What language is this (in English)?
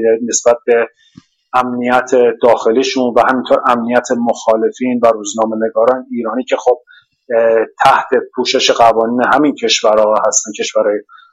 Persian